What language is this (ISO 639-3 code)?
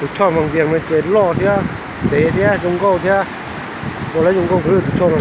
hmn